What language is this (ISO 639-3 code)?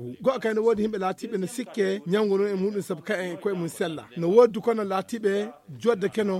ful